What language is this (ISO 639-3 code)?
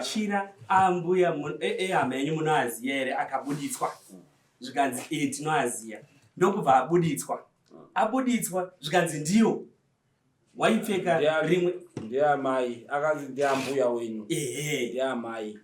sna